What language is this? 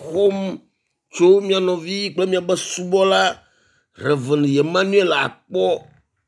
Ewe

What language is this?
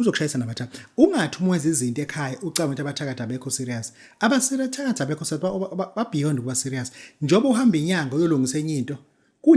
Zulu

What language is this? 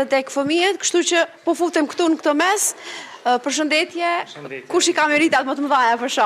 Albanian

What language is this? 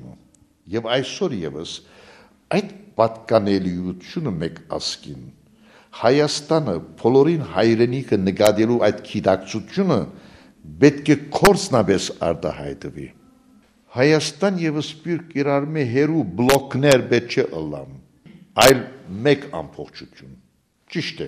Western Armenian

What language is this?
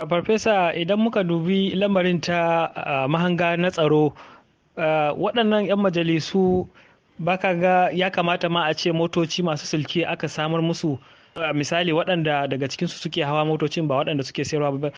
Hausa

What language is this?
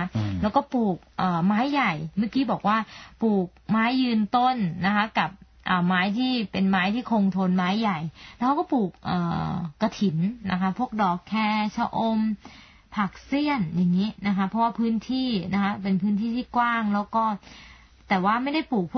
Thai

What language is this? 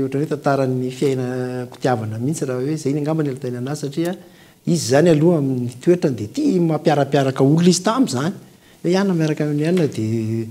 Malagasy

